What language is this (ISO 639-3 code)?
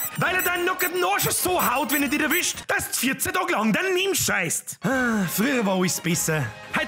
bar